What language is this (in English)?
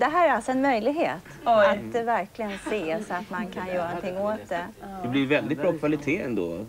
Swedish